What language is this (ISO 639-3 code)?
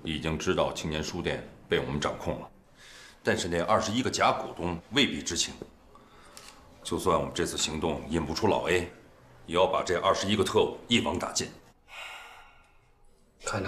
zho